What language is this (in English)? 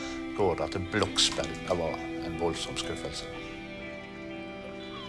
Norwegian